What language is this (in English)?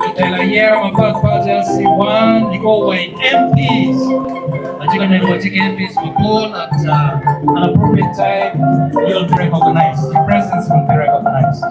Acoli